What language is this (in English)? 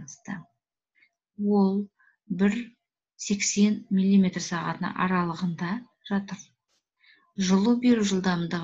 Kazakh